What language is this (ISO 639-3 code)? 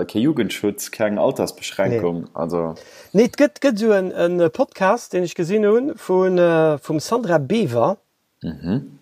ltz